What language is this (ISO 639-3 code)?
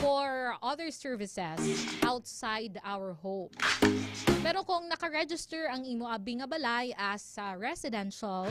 hil